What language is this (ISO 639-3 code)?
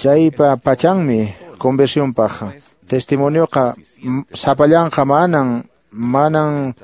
que